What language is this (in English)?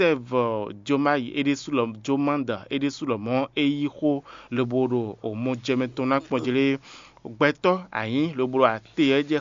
Fon